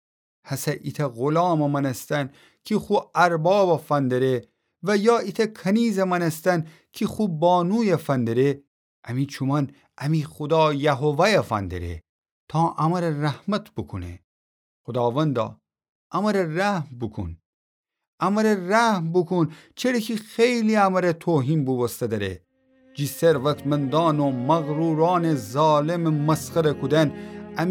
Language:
Gilaki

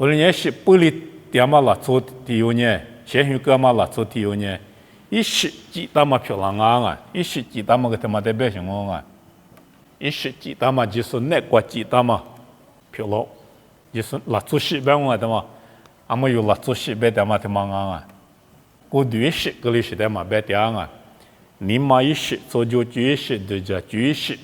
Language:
Lisu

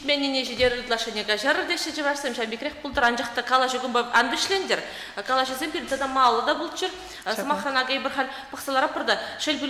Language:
Chuvash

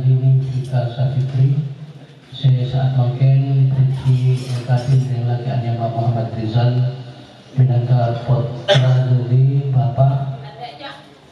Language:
Madurese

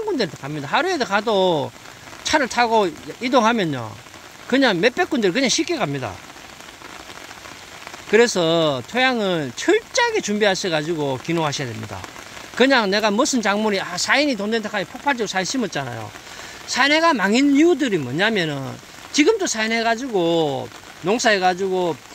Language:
Korean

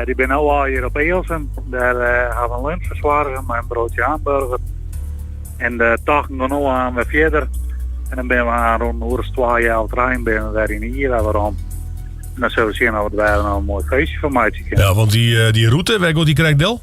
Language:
Western Frisian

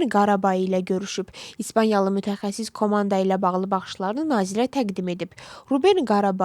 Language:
Azerbaijani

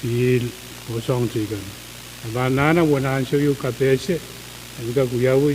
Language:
Pohnpeian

